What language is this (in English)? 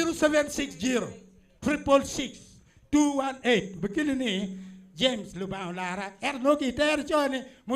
Acoli